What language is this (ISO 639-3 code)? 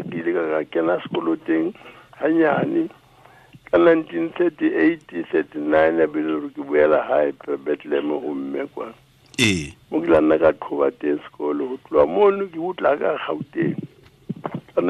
tsn